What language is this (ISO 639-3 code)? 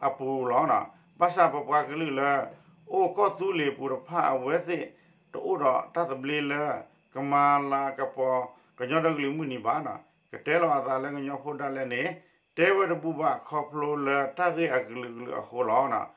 ksw